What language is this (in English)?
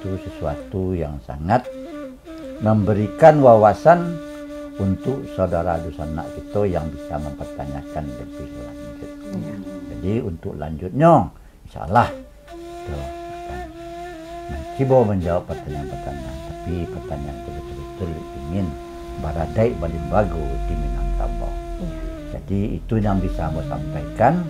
Minangkabau